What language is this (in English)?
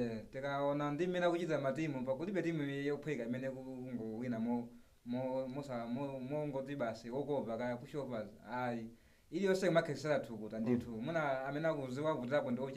Nyanja